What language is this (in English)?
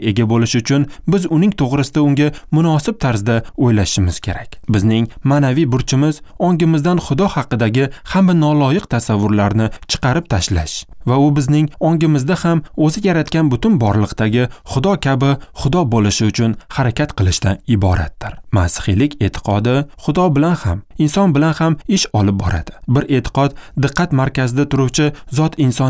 Uzbek